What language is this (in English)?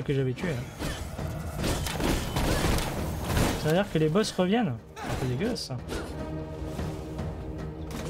French